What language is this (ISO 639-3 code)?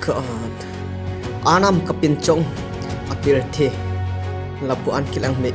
mjw